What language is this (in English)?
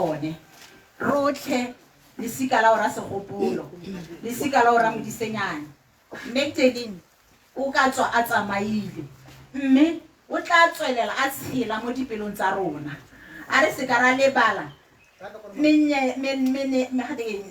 Tswana